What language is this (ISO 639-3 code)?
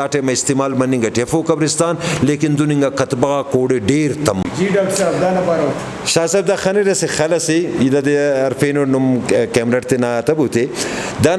brh